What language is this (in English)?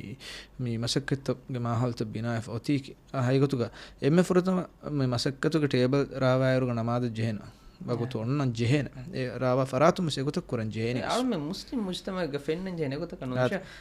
Divehi